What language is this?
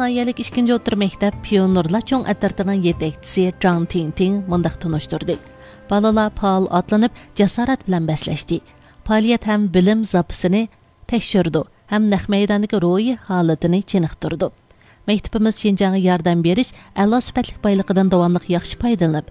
Uyghur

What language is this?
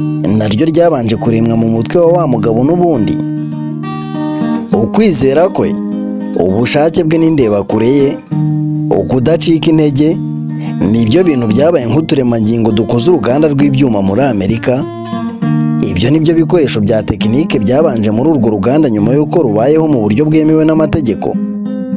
Kinyarwanda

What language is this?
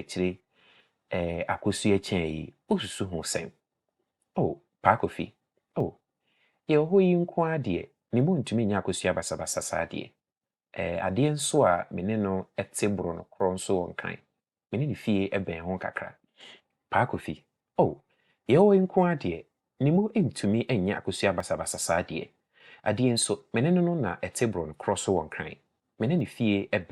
Akan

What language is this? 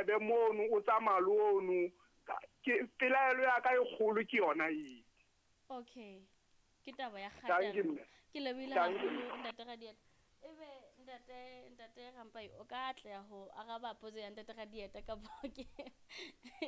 Southern Sotho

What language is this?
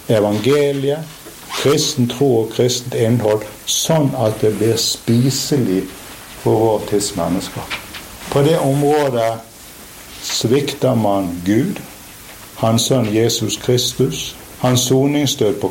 Norwegian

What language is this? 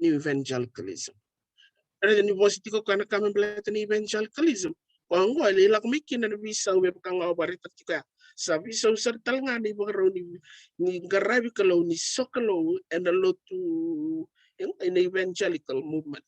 Fijian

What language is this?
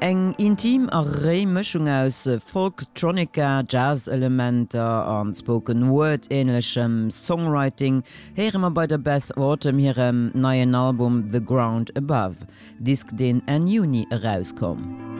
Luxembourgish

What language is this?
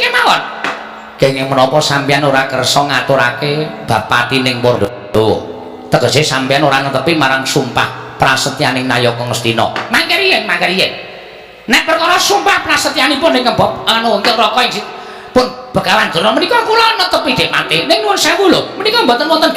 Javanese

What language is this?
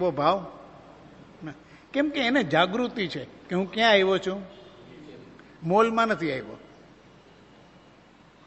Gujarati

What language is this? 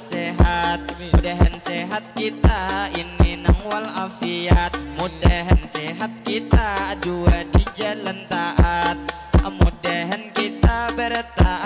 Banjar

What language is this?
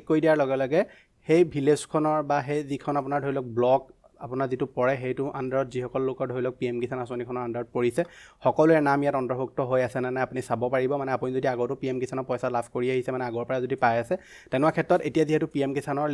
Assamese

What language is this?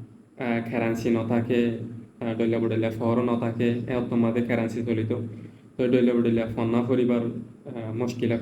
Rohingya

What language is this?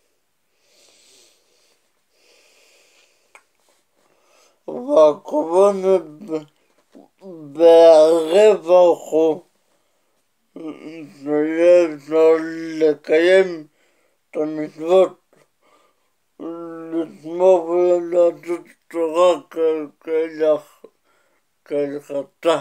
Hebrew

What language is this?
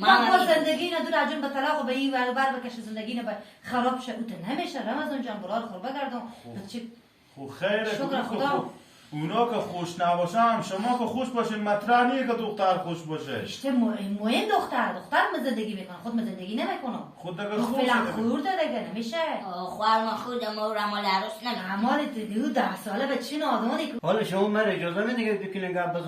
Persian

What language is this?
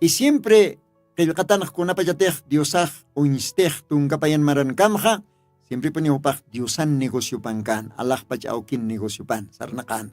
Aymara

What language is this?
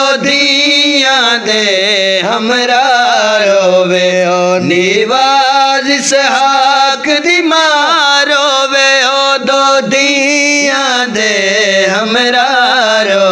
Saraiki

